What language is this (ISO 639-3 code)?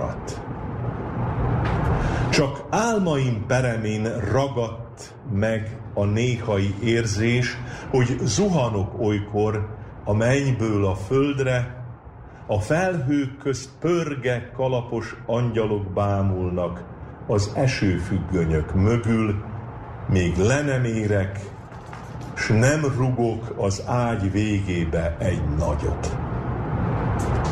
hun